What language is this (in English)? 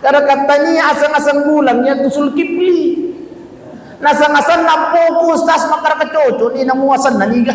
Buginese